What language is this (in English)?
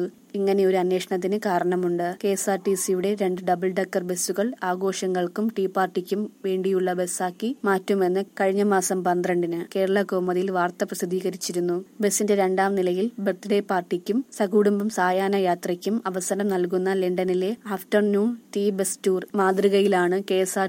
Malayalam